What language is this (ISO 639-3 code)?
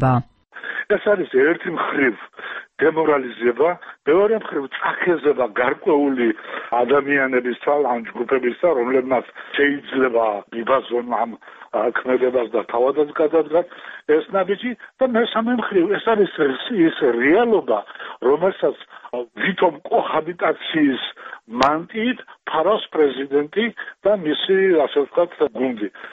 kat